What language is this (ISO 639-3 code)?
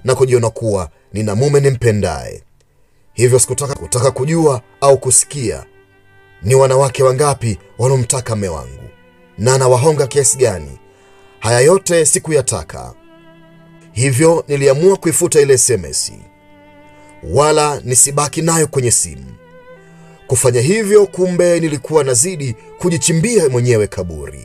swa